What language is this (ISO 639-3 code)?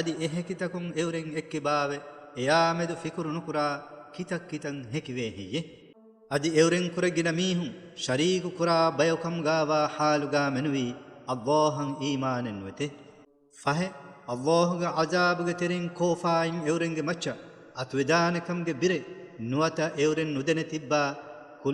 div